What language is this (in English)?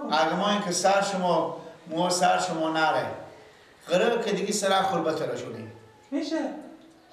Persian